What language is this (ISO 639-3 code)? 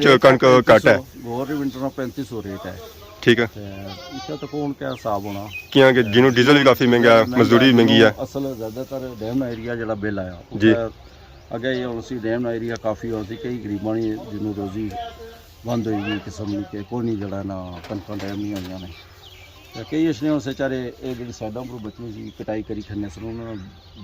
phr